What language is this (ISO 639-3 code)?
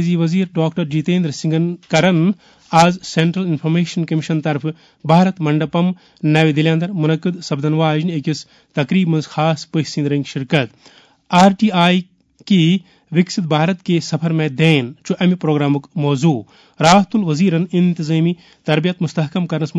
kas